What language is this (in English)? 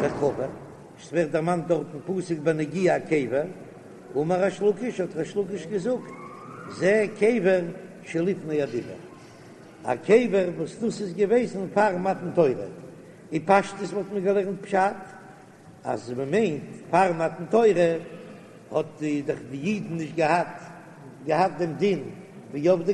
Yiddish